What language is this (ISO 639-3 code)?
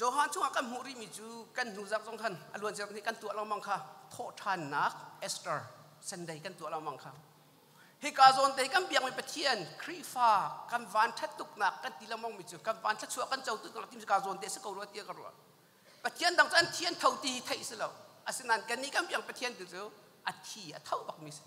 cnh